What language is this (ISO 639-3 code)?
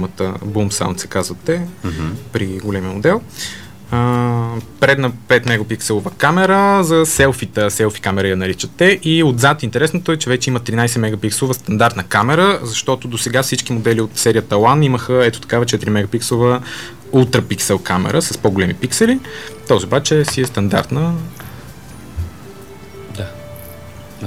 bul